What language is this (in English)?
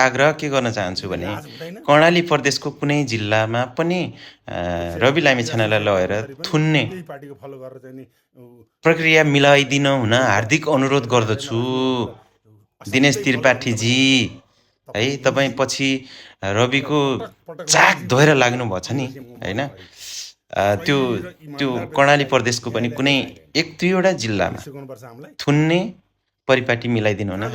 Nepali